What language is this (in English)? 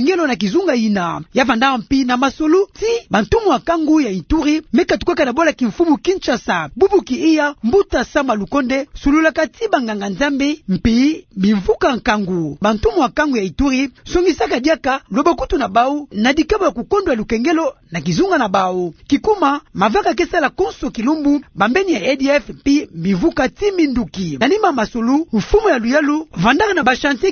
Kituba (Democratic Republic of Congo)